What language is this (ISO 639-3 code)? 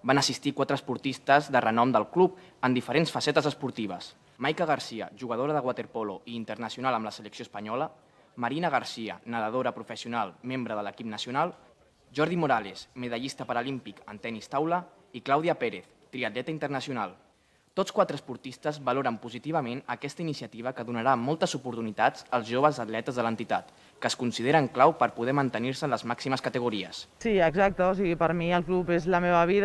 cat